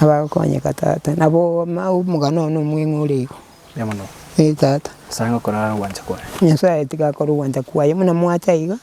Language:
Gusii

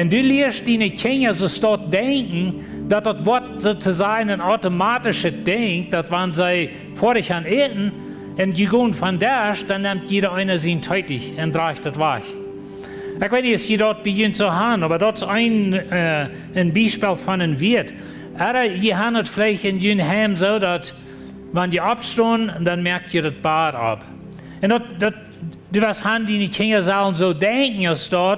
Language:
Plautdietsch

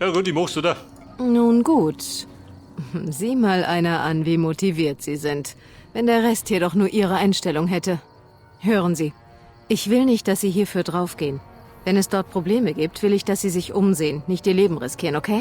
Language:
Bavarian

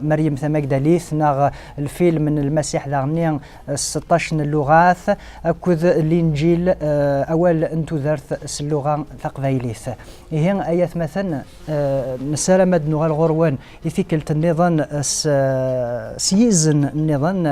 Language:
Kabyle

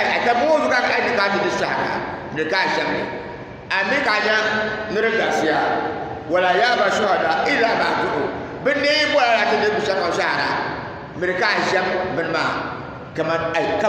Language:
Dagbani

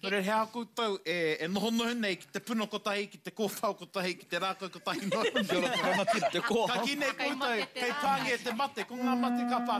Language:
Māori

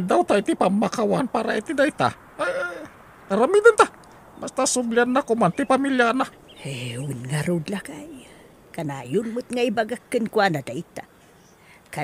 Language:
Iloko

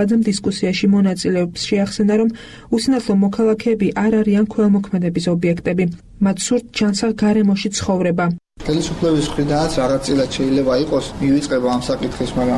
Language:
Georgian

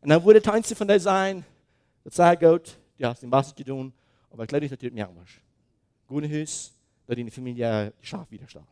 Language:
Plautdietsch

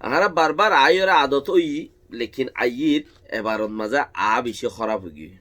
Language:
Rohingya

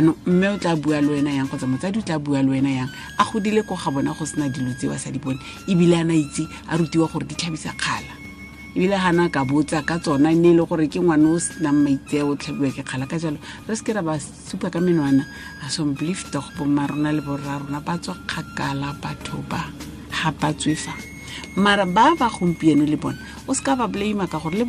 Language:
Tswana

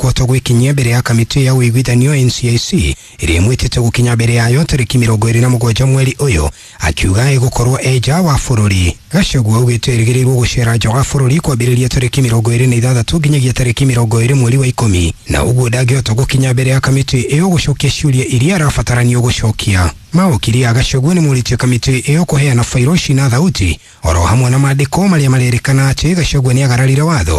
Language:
Kikuyu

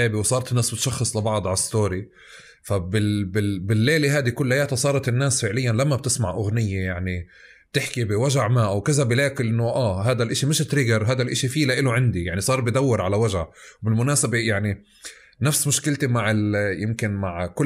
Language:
North Levantine Arabic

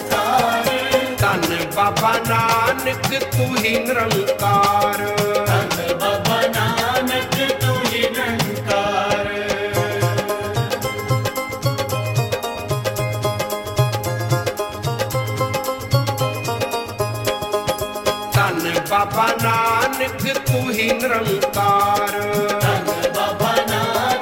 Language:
Punjabi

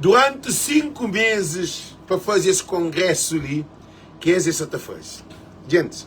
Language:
Kabuverdianu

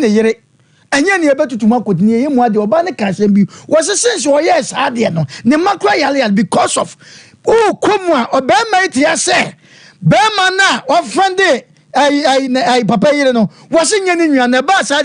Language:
Akan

